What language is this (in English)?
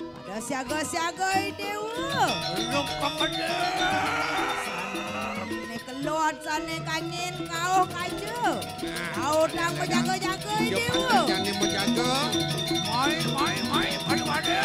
Balinese